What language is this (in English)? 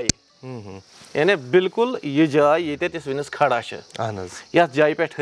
Kashmiri